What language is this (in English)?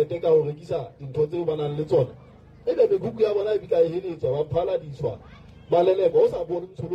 Southern Sotho